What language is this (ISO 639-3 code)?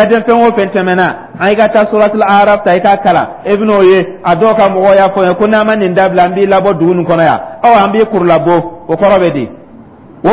dyu